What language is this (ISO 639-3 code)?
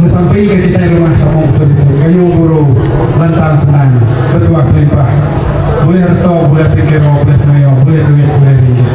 iba